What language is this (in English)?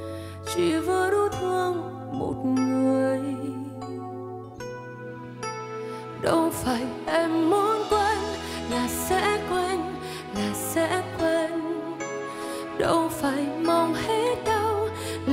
Vietnamese